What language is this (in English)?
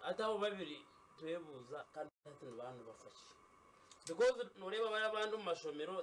Nyankole